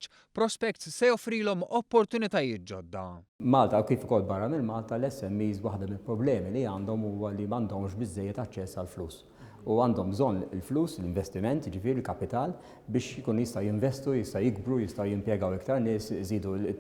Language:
Maltese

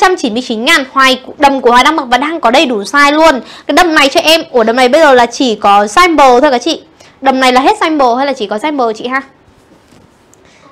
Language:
Vietnamese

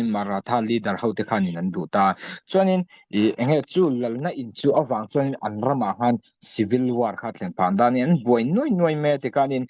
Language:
Mizo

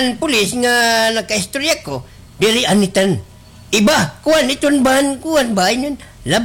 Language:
Waray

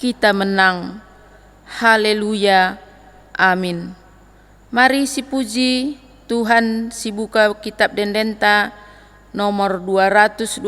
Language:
Batak Karo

